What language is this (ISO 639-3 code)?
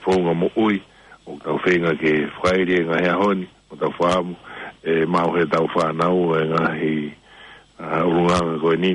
ton